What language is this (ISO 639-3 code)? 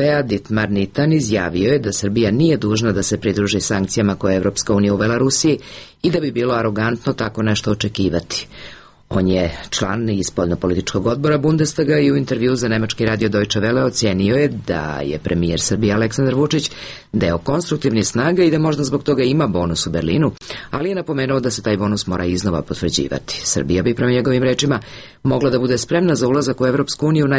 srp